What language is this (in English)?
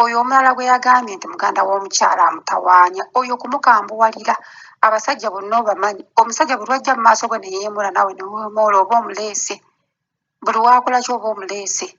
Ganda